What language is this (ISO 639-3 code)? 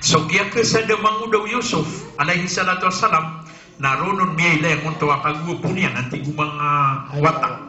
mrw